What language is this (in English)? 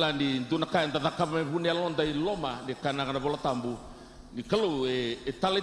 Fijian